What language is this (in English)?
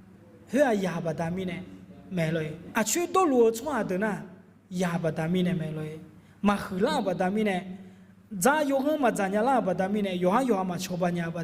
Akha